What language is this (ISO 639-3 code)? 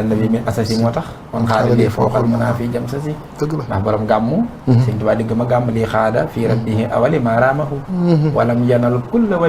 wol